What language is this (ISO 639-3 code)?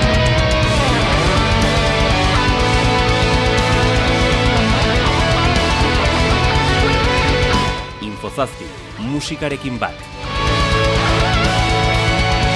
eus